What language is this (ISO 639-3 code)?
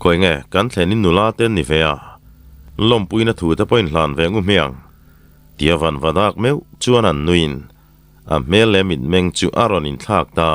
lus